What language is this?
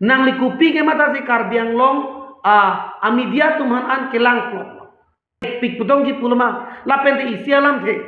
Karbi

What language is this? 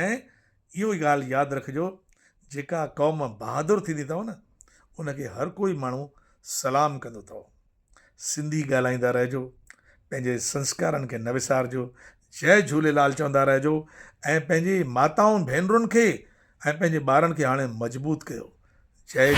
Sindhi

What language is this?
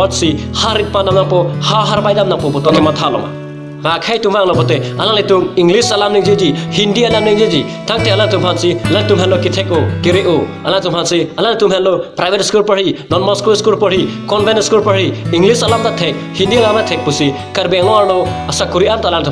Karbi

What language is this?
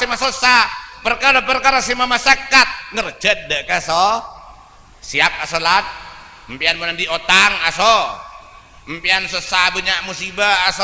Madurese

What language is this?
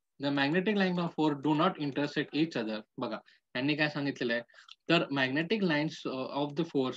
Marathi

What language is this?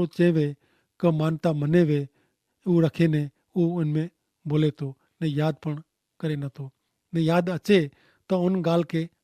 Kachhi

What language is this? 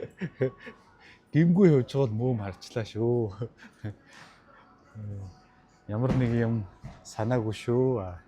Mongolian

